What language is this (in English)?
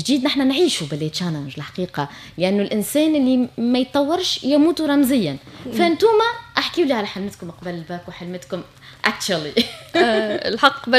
Tunisian Arabic